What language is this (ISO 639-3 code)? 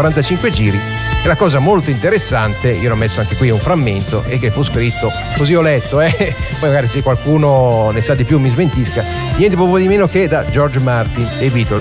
ita